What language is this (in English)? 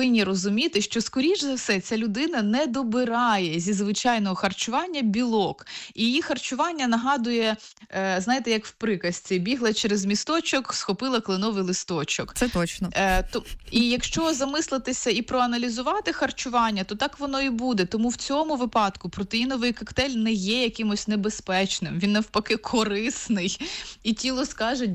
Ukrainian